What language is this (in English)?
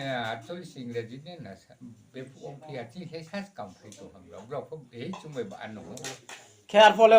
Riang (India)